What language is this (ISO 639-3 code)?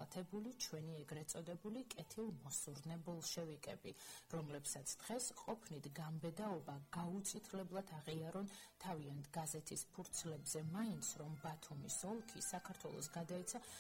kat